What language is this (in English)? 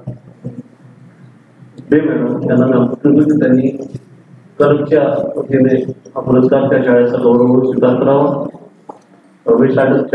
Marathi